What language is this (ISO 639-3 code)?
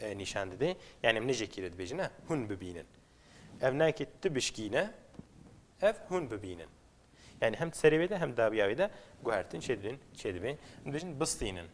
kur